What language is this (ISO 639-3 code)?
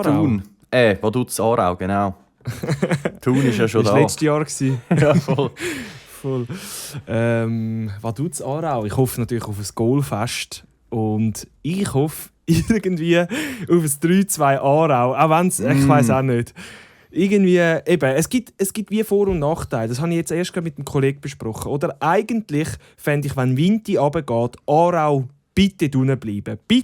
gsw